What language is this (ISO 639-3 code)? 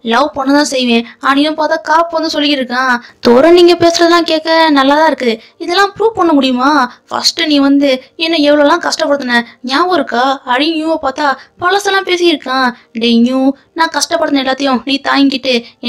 tam